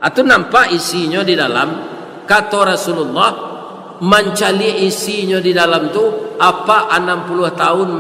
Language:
Minangkabau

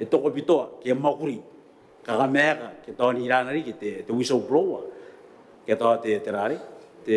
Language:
Gilbertese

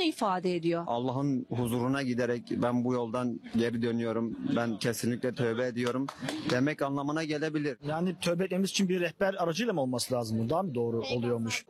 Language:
Turkish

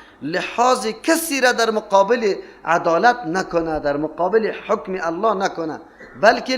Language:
Persian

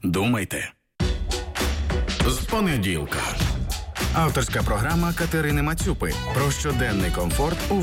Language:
Ukrainian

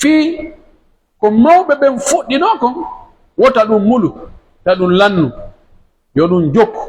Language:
Pular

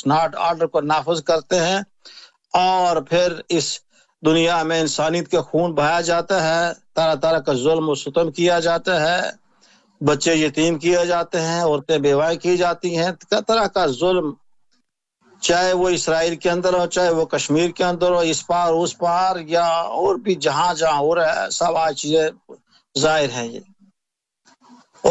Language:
Urdu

